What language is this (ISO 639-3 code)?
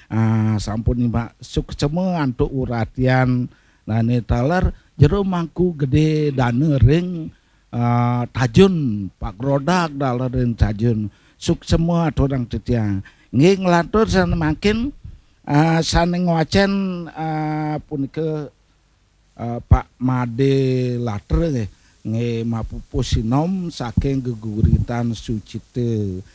ban